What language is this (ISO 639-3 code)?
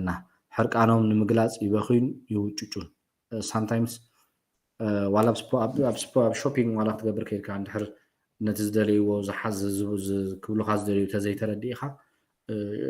tir